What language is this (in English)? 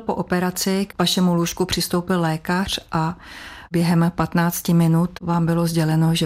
Czech